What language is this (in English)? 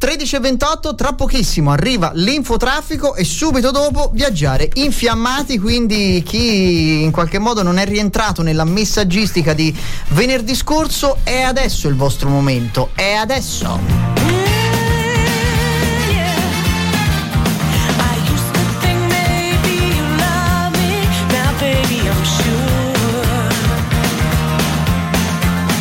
Italian